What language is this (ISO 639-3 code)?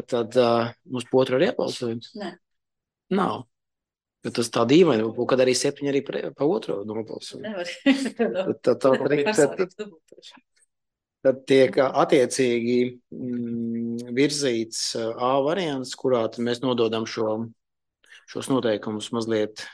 lav